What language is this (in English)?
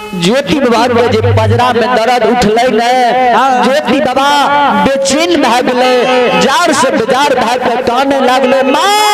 Maithili